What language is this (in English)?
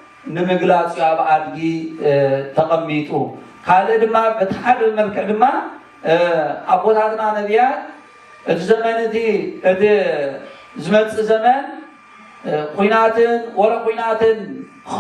Tigrinya